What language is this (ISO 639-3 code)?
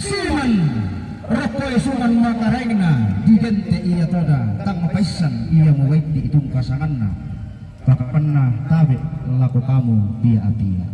sda